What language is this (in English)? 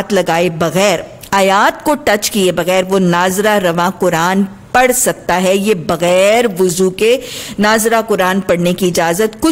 Urdu